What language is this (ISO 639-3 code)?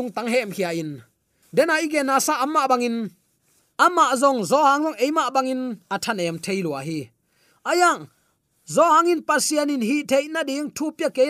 ctd